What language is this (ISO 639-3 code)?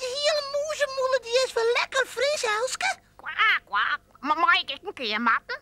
fry